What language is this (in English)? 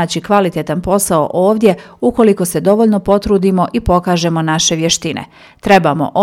Bosnian